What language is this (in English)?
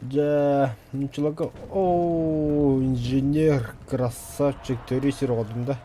Yakut